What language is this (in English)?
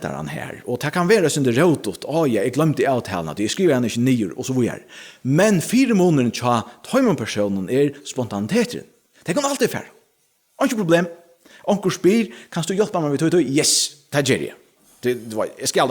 Faroese